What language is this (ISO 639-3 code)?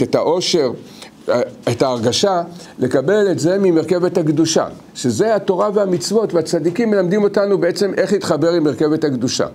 heb